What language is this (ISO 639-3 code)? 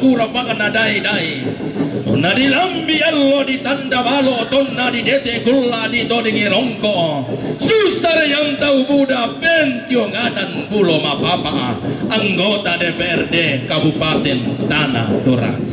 sda